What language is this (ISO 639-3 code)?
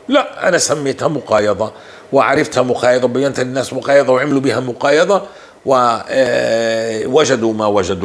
apc